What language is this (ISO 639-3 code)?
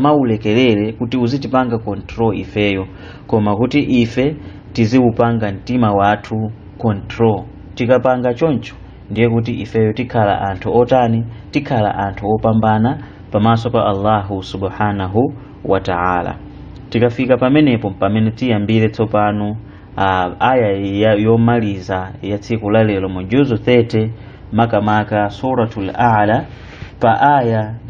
nya